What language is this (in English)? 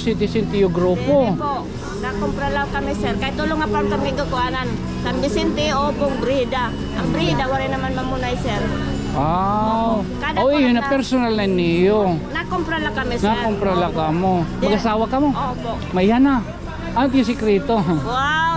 Waray